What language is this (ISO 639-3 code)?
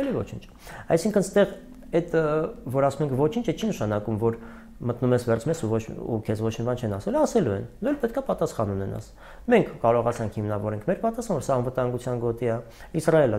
hye